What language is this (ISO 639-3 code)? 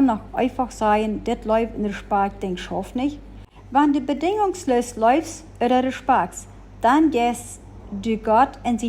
pdt